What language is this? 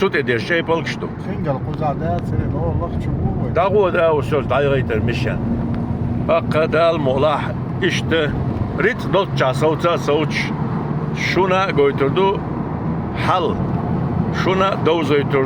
Chechen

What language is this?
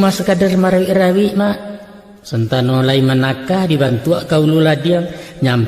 Minangkabau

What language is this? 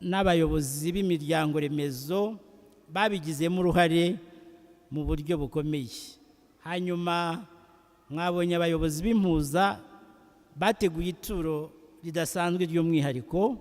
Kinyarwanda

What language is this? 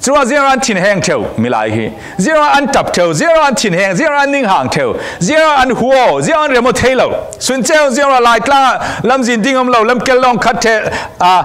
Falam Chin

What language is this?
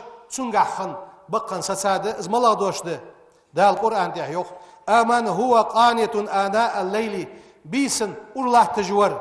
Ingush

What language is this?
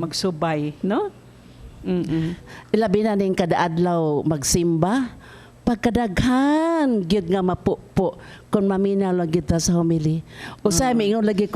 Cebuano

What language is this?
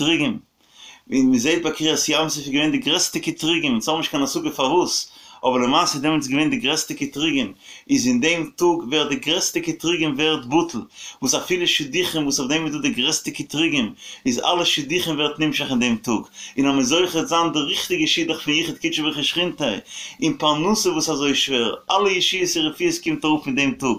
Yiddish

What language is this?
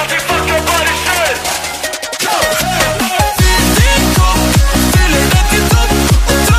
Norwegian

